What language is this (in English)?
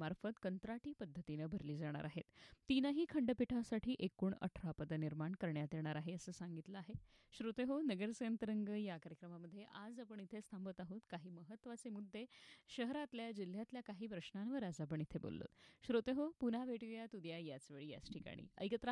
Marathi